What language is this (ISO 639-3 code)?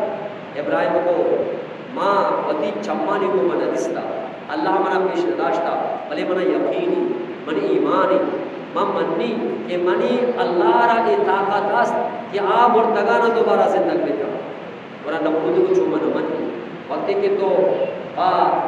bgp